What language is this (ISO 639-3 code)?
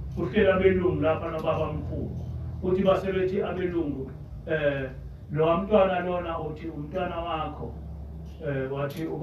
zul